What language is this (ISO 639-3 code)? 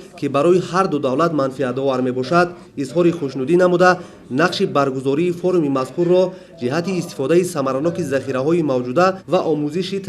tgk